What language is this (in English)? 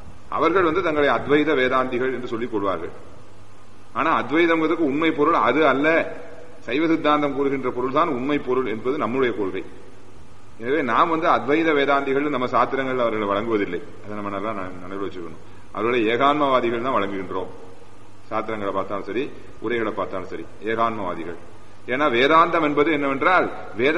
Tamil